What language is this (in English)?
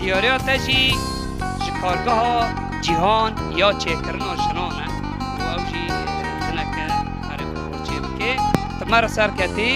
Kurdish